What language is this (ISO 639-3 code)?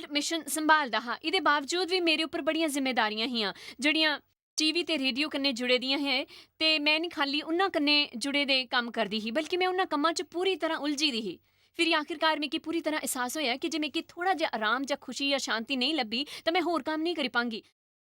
doi